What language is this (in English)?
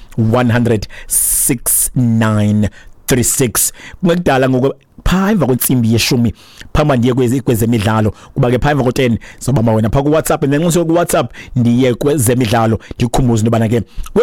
Xhosa